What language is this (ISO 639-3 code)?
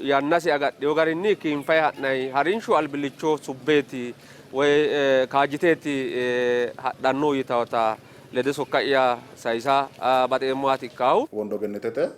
sid